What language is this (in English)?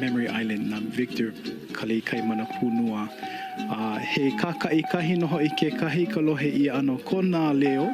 Hawaiian